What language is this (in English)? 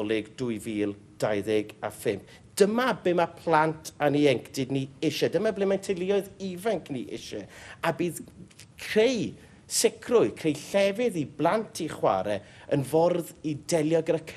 Welsh